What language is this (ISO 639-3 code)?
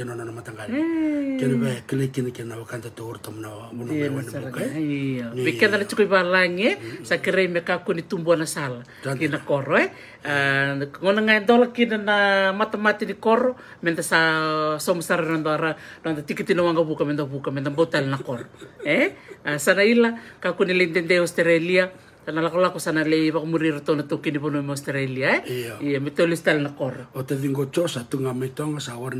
fij